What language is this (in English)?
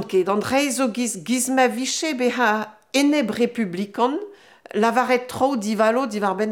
Breton